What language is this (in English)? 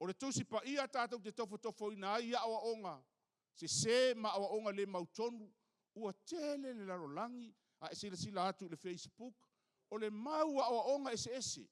Samoan